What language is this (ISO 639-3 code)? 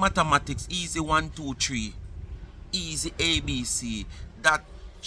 jam